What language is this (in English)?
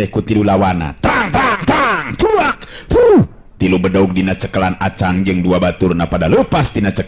Sundanese